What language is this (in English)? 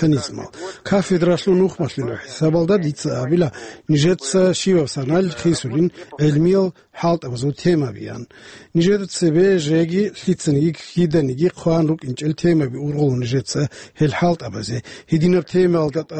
Avaric